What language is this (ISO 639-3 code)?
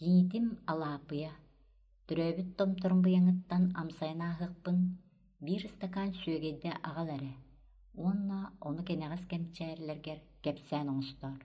sah